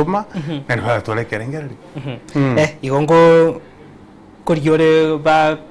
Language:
Gusii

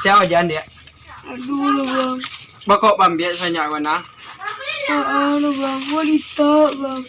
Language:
Minangkabau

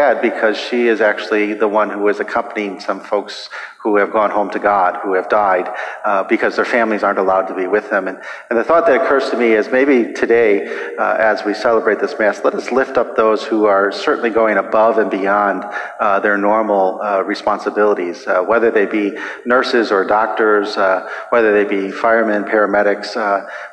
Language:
English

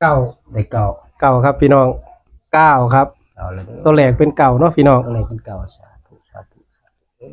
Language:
Northeastern Thai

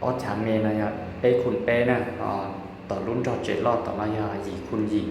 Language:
Hmong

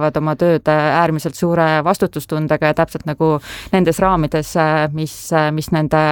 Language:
Estonian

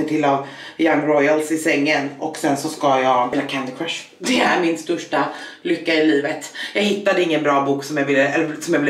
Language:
Swedish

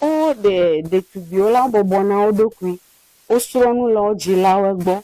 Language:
Ewe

